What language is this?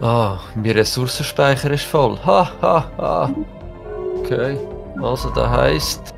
Swiss German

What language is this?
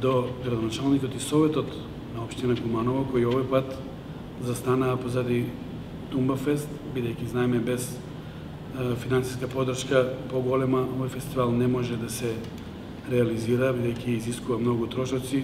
Macedonian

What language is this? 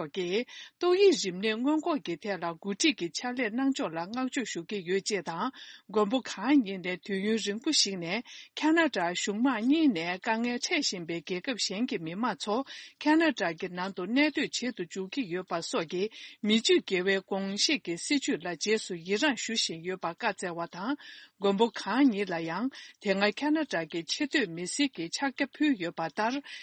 Tibetan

